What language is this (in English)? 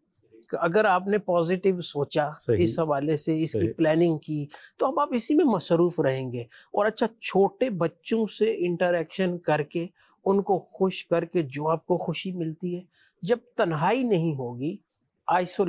Urdu